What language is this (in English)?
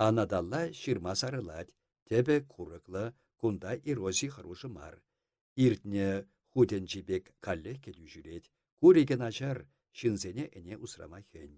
Chuvash